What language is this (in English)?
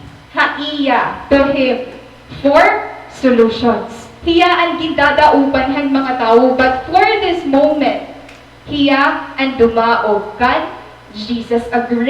Waray